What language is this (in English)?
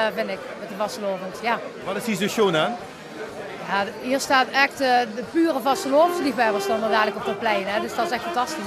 Limburgish